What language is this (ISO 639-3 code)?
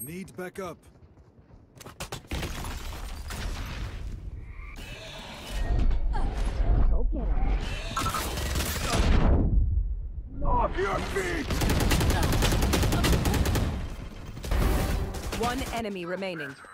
eng